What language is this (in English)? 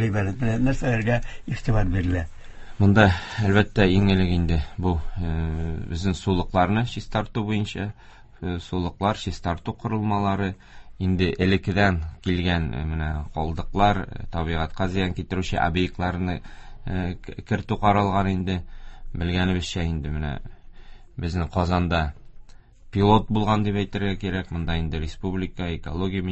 Tatar